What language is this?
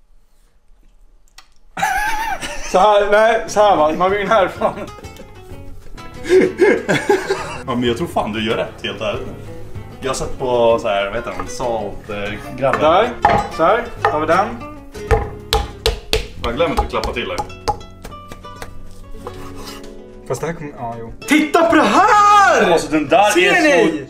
Swedish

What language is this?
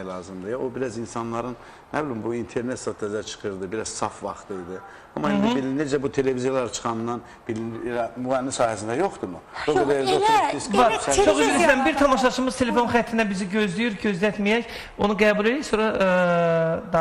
Azerbaijani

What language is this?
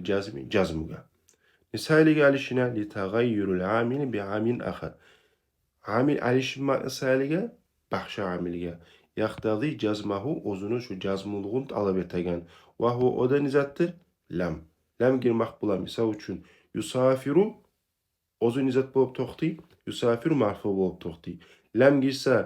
Kumyk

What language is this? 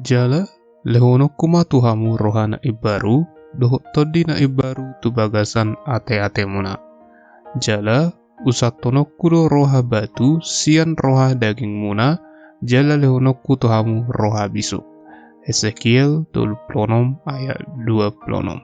Batak Toba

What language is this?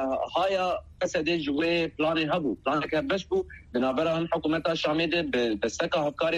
Kurdish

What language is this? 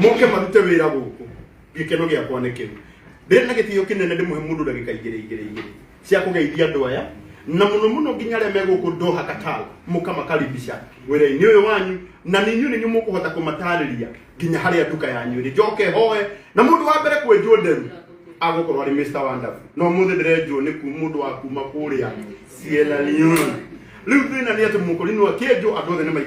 Kikuyu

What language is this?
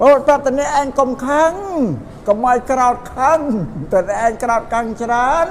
Khmer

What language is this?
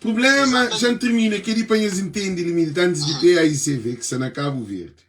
Kabuverdianu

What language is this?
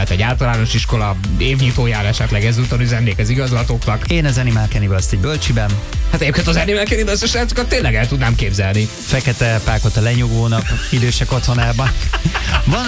Hungarian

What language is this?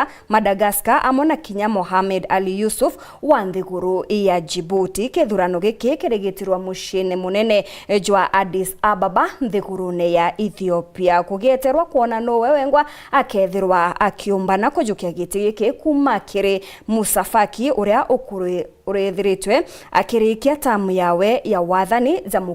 Meru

